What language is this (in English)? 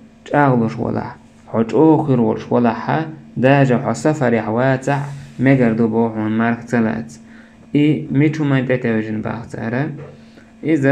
Chechen